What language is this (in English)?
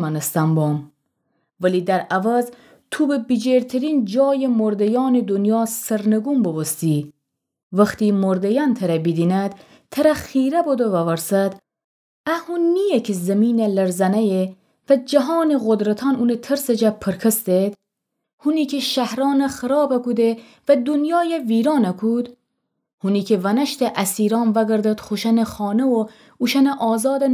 Gilaki